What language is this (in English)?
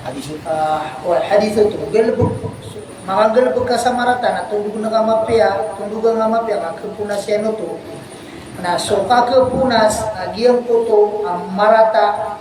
Maranao